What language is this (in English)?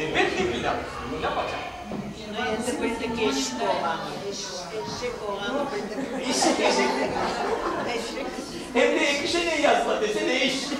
Crimean Tatar